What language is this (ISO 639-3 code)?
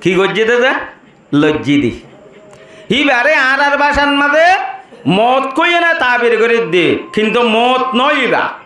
rhg